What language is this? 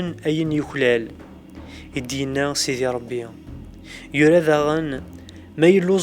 Kabyle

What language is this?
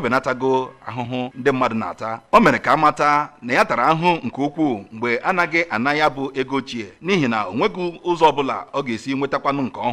Igbo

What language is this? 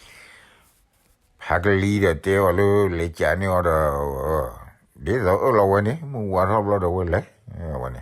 S'gaw Karen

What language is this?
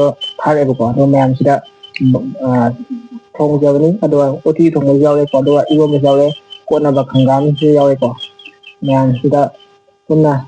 Manipuri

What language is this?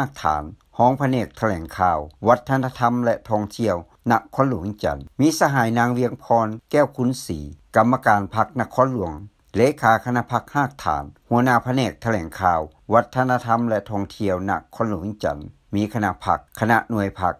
Lao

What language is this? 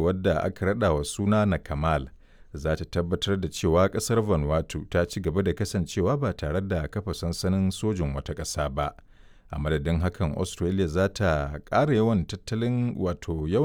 Hausa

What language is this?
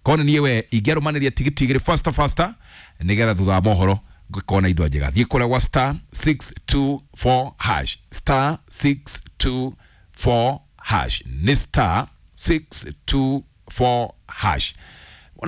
Kikuyu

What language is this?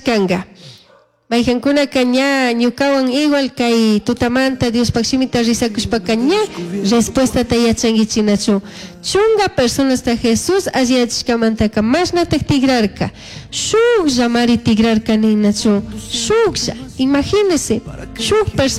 Chimborazo Highland Quichua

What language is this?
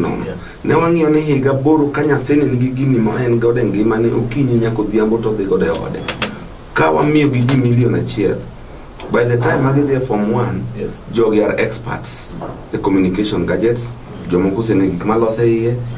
Luo (Kenya and Tanzania)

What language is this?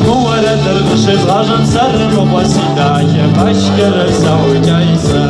Kabardian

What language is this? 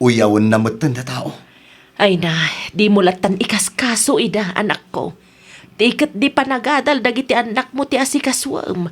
Iloko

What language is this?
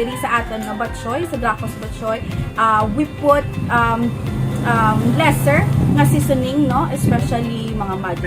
Hiligaynon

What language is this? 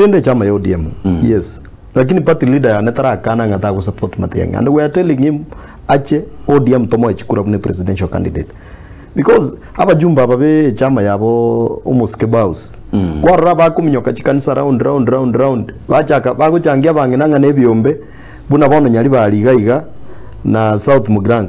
Gusii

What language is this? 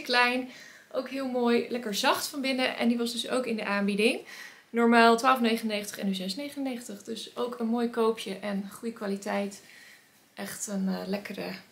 Dutch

